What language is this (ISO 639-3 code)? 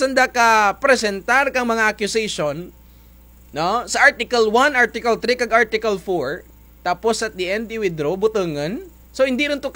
krj